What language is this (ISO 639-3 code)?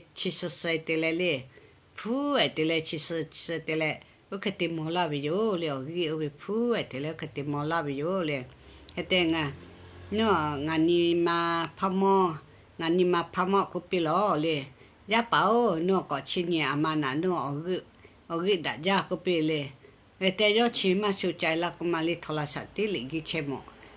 lhu